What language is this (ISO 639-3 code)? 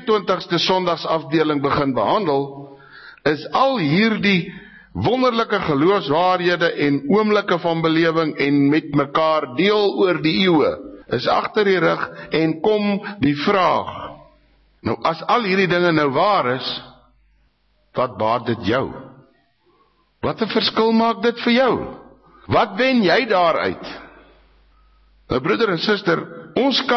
afr